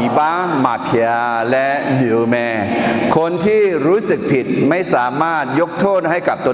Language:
Akha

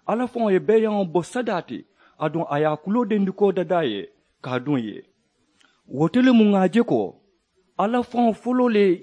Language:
Mandingo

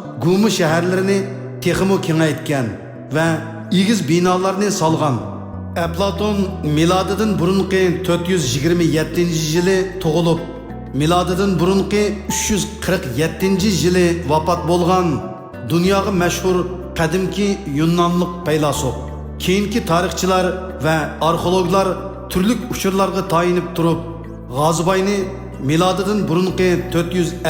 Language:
Uyghur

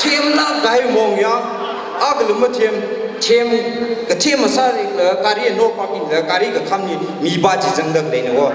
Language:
Tangkhul Naga (India)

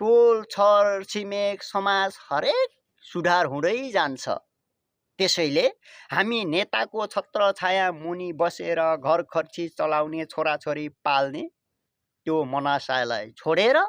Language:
Nepali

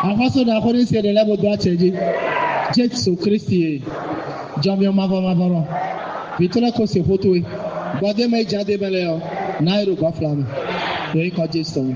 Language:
Fon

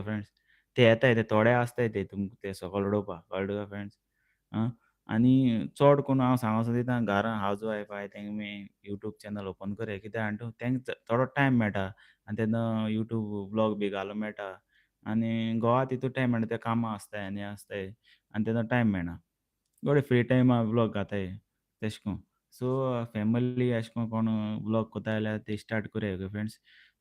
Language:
Konkani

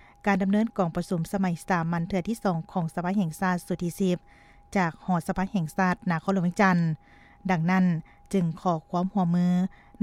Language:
Lao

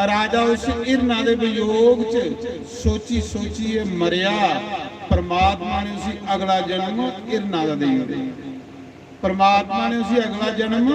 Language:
Dogri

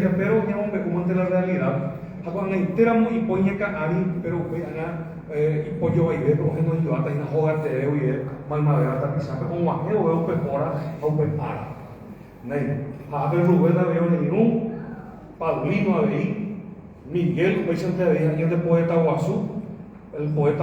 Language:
Guarani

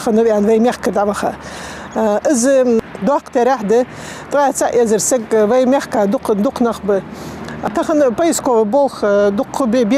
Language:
Ingush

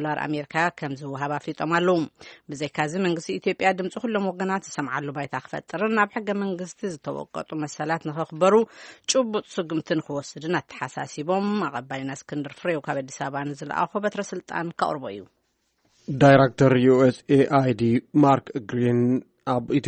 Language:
Tigrinya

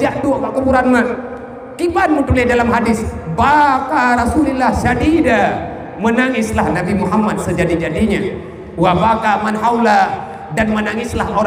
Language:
Achinese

